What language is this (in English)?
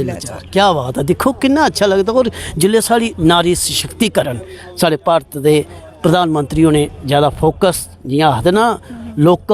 Dogri